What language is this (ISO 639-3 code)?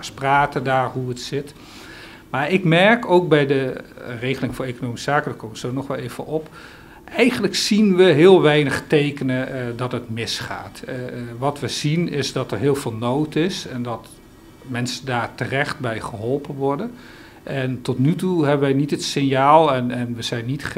nld